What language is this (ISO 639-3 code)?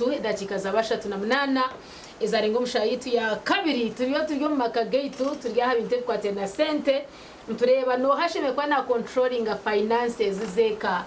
nyn